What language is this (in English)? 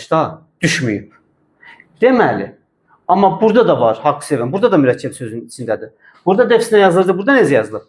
Azerbaijani